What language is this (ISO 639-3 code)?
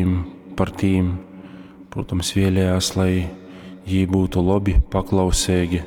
ltg